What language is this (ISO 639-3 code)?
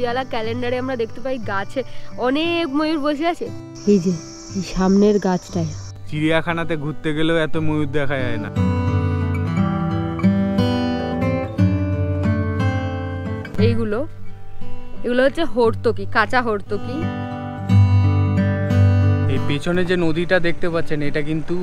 ben